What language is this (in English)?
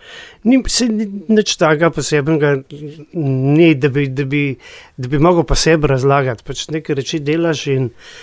Slovenian